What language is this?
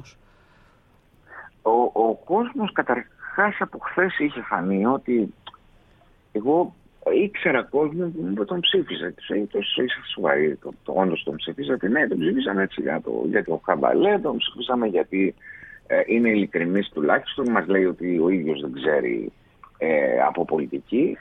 Greek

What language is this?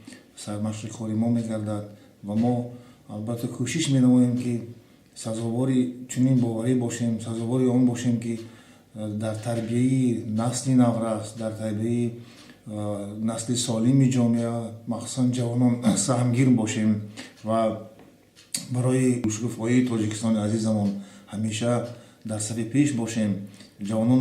Tajik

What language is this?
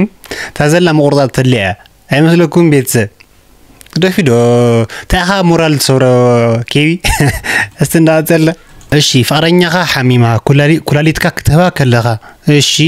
Tigrinya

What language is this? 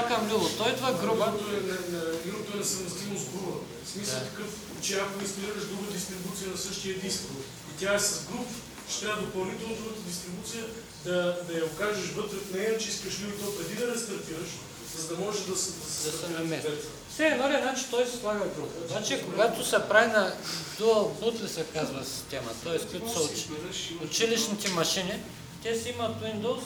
Bulgarian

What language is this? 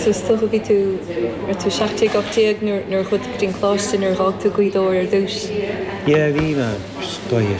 Irish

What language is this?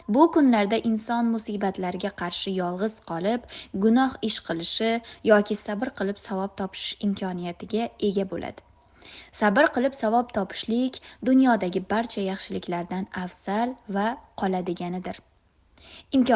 Uzbek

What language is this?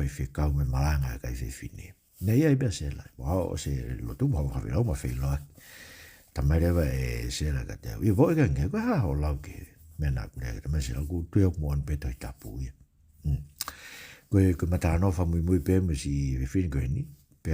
Tongan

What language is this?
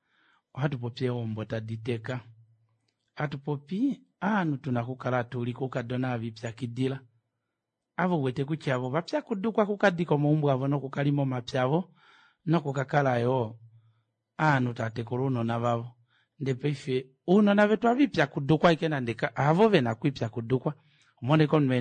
Kuanyama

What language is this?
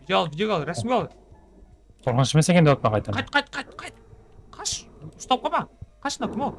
Kara-Kalpak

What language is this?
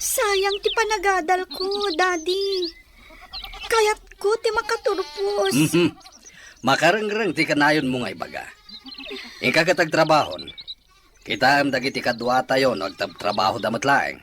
Iloko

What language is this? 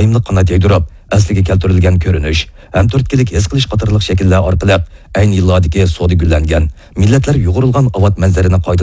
Uyghur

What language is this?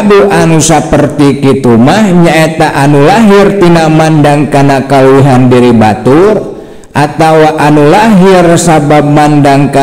Sundanese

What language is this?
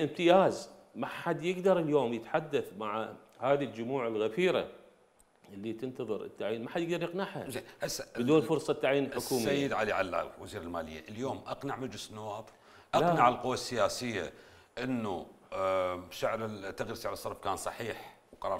Mesopotamian Arabic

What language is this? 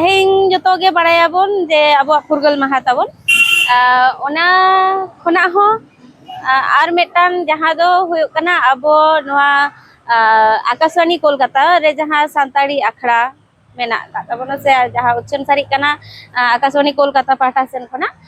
Santali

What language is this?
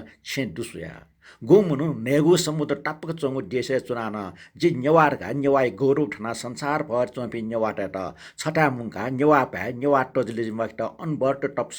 Newari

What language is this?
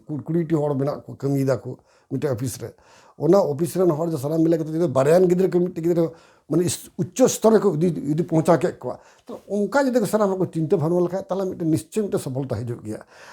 Santali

